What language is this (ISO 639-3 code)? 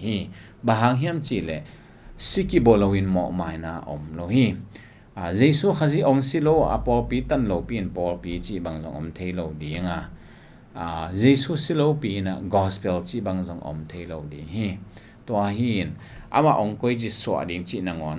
ctd